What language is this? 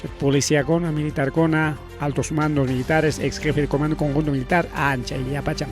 Ayacucho Quechua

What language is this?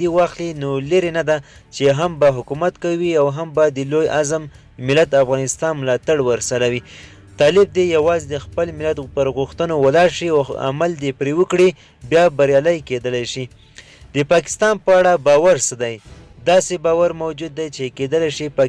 Pashto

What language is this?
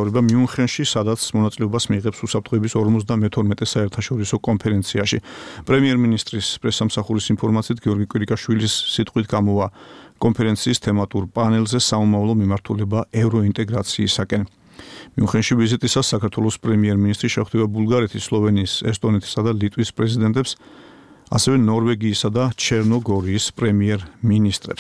Georgian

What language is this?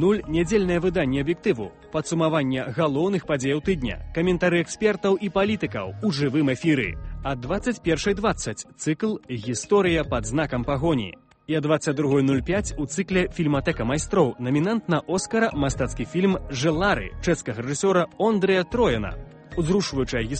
Belarusian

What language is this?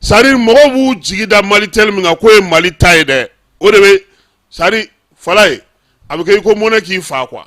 Bambara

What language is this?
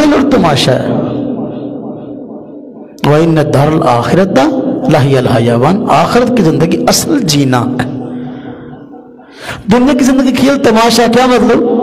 Urdu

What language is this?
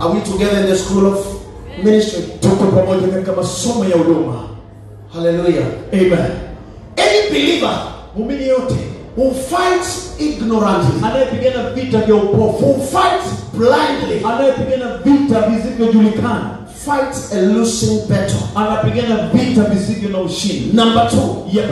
Swahili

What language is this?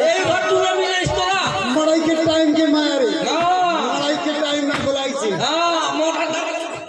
Chhattisgarhi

